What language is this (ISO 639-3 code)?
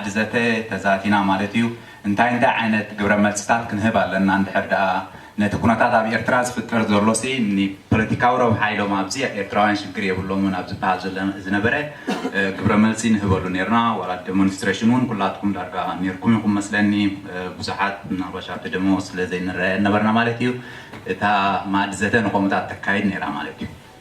tir